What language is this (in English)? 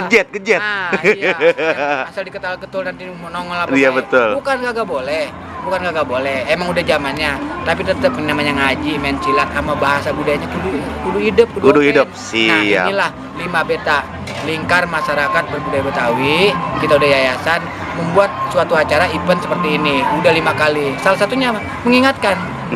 Betawi